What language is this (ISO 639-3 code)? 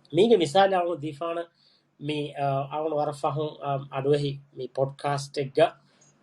div